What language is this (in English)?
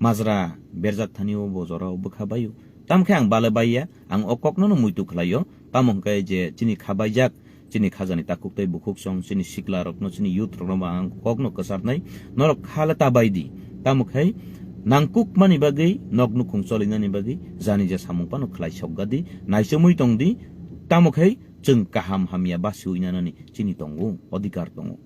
Kok Borok